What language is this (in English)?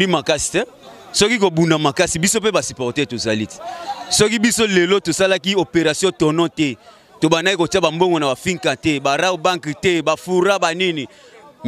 Lingala